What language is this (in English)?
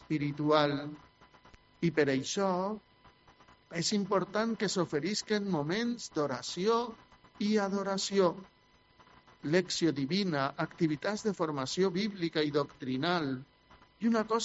Catalan